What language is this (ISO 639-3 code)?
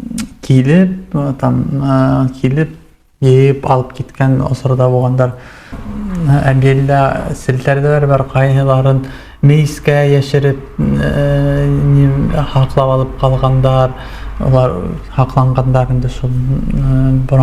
bak